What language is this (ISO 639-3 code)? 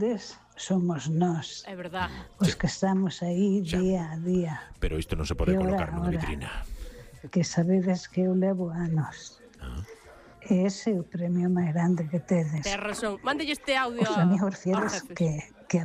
glg